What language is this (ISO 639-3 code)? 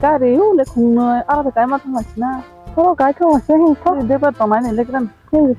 trp